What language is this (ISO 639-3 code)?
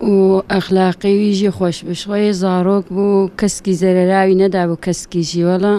kur